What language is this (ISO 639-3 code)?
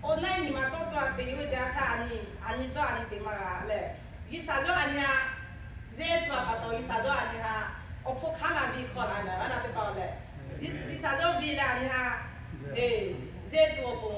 lhu